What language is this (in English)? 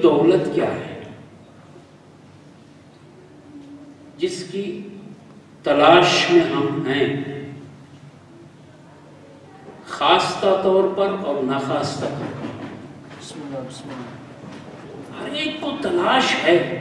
Urdu